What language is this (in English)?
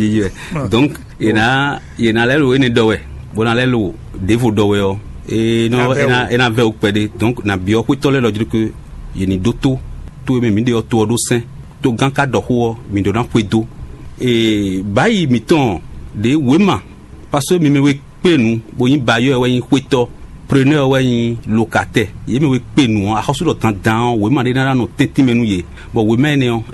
Fon